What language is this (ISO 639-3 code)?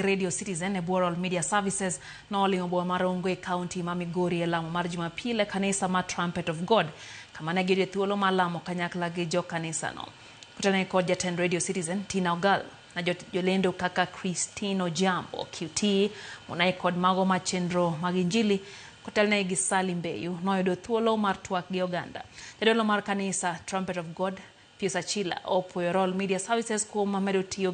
luo